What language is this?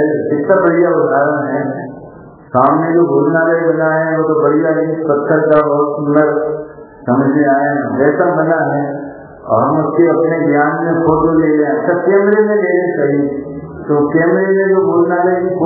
Hindi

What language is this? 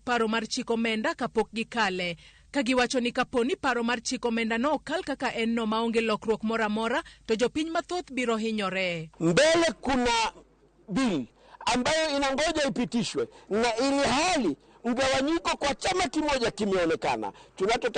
Luo (Kenya and Tanzania)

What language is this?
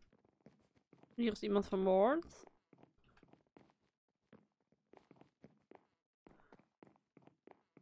Dutch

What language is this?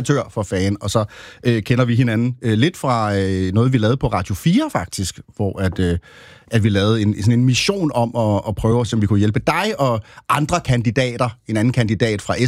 Danish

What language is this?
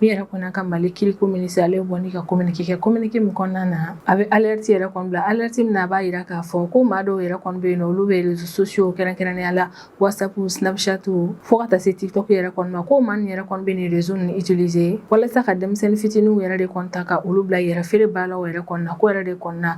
Bambara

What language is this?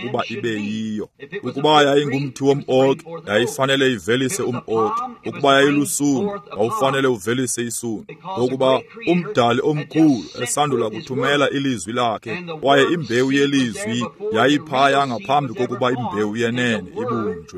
Xhosa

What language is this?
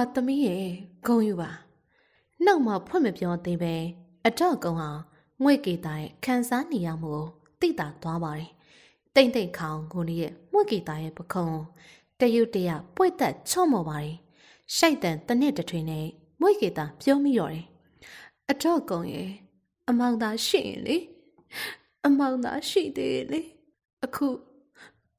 Burmese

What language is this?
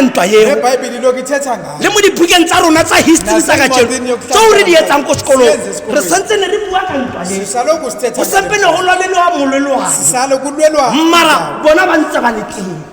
Tswana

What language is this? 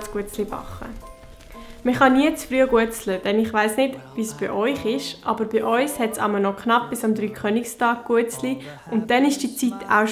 Swiss German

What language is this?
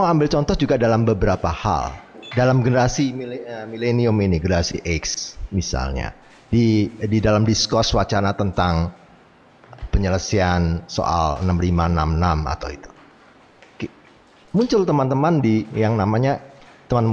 Indonesian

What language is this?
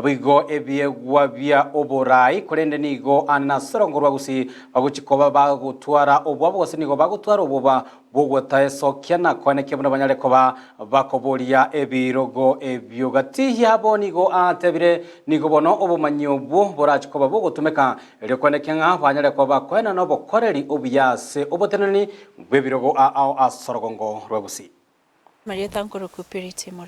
Gusii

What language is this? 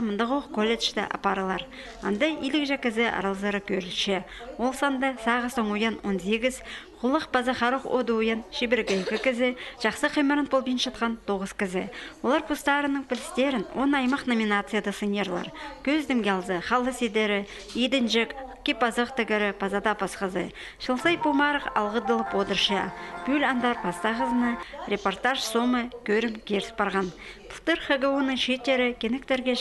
Khakas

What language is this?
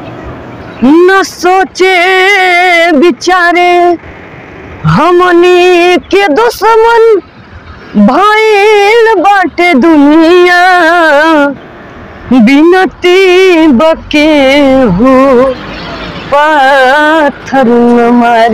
Bhojpuri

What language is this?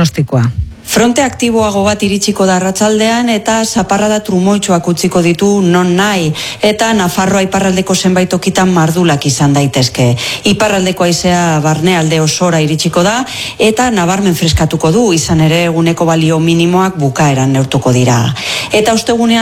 Basque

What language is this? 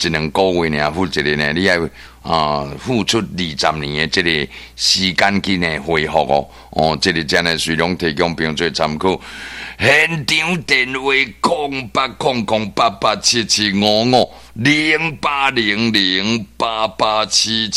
Min Nan Chinese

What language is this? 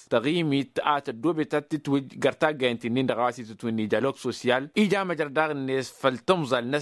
Tamasheq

